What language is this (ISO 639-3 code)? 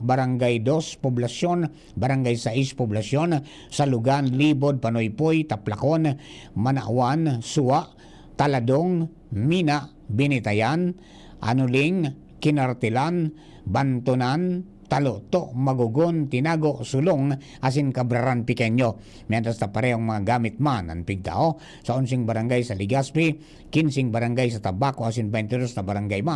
bik